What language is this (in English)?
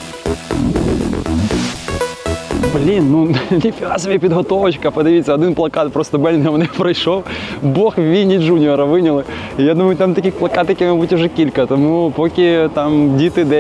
Ukrainian